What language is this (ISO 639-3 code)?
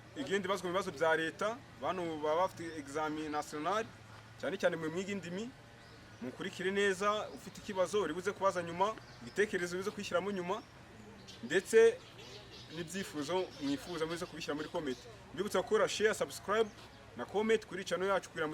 kin